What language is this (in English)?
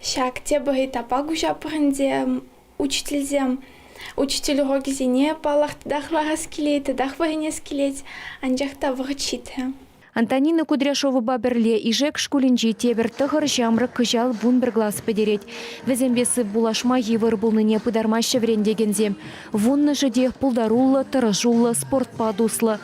Chuvash